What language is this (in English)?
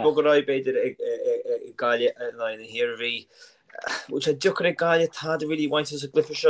Irish